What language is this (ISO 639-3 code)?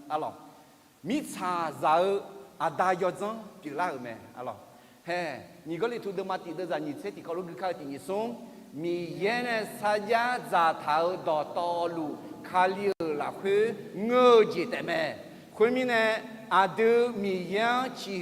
ahk